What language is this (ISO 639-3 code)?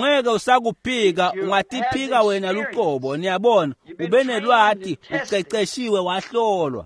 ssw